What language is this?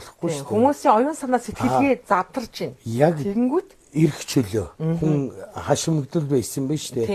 Mongolian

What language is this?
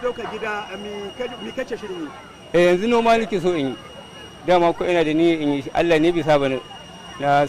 Hausa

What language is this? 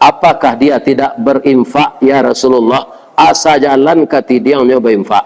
Minangkabau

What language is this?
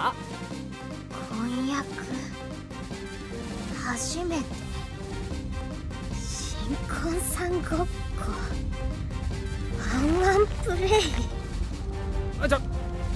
Japanese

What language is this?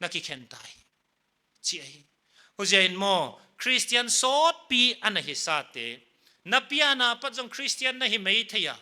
Paite Chin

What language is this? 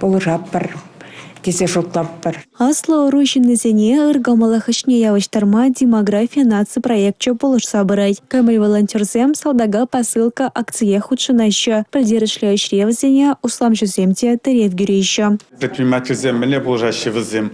Chuvash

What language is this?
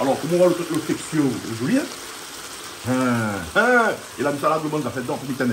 Réunion Creole French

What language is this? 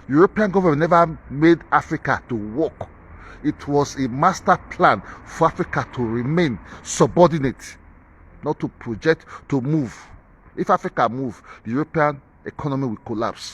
Nigerian Pidgin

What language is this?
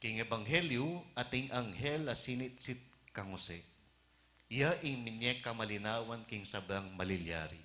Pampanga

